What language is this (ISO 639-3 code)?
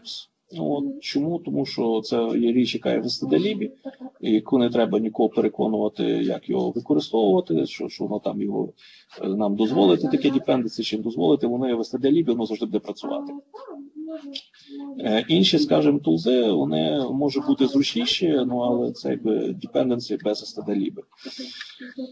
ukr